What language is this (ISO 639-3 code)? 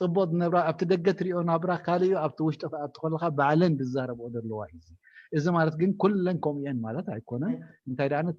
tir